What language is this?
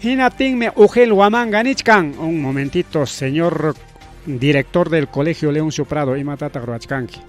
Ayacucho Quechua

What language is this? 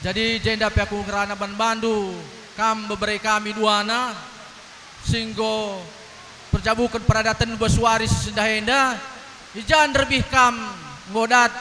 Batak Karo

